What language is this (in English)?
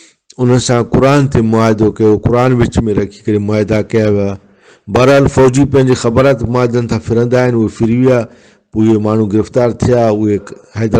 Brahui